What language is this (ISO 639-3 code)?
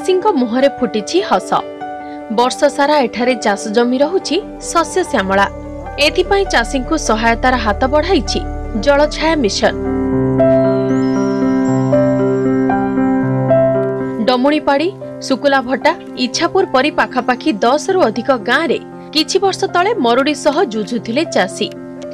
ori